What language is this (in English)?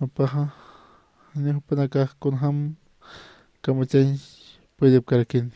Aymara